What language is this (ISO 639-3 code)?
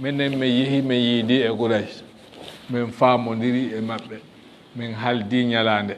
ful